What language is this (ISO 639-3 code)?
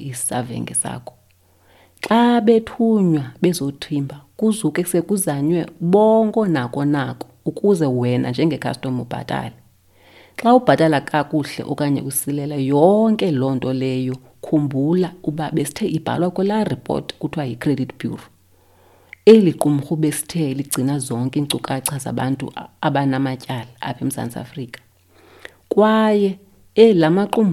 xho